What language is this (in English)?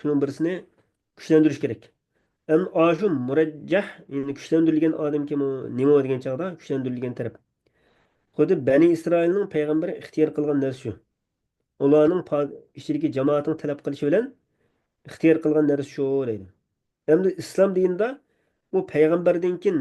Uyghur